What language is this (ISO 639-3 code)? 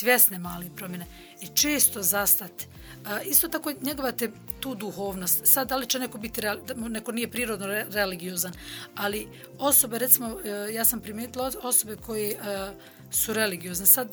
bos